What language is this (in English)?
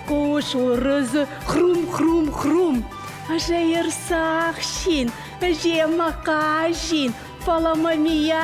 Ossetic